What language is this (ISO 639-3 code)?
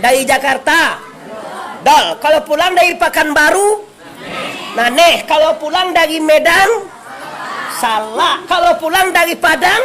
min